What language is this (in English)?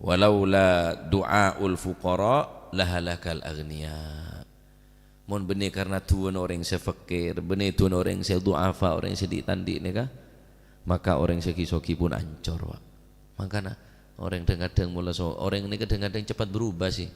Madurese